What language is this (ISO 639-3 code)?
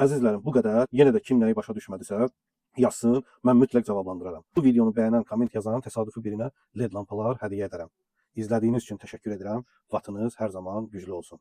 aze